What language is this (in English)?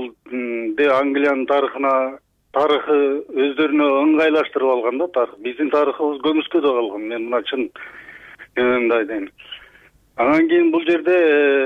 Kyrgyz